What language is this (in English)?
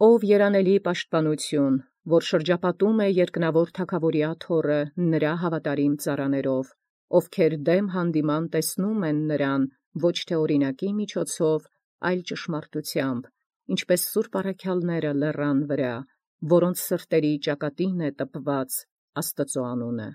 Armenian